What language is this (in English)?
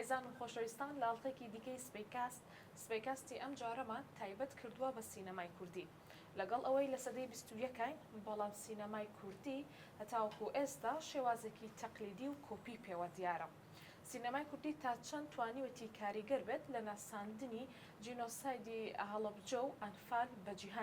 Central Kurdish